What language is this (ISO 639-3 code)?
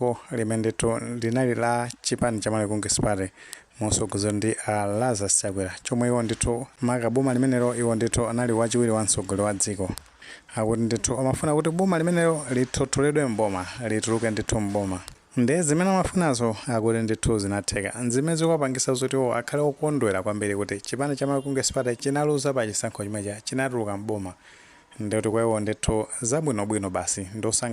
nya